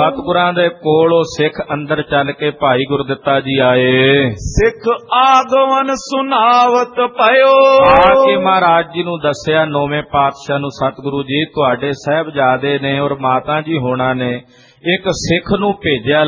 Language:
Punjabi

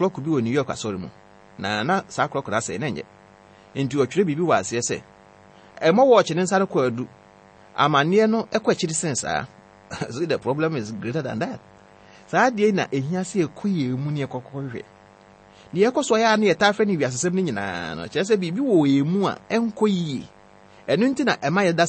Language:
Akan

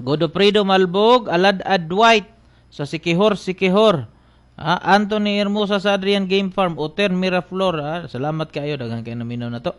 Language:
Cebuano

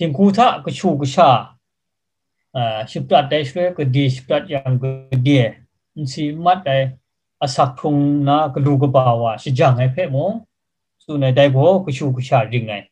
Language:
Kachin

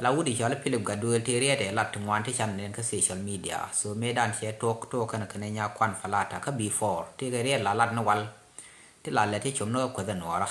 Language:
Nuer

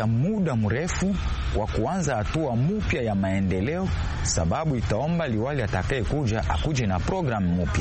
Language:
Swahili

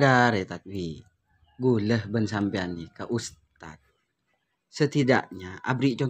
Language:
Madurese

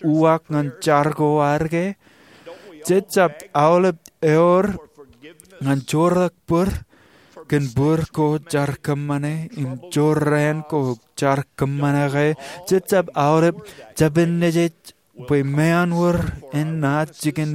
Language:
Marshallese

